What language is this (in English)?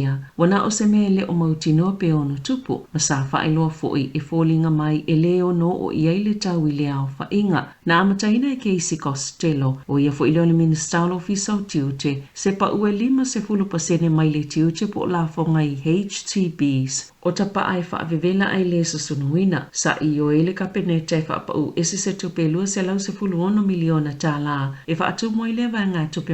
Samoan